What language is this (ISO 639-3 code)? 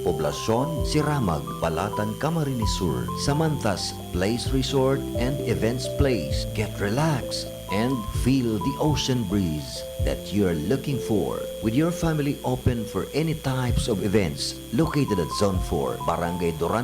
bik